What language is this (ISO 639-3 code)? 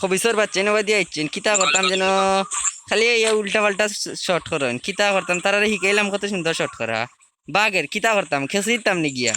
syl